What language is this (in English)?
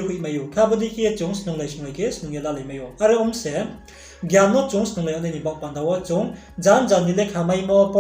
Riang (India)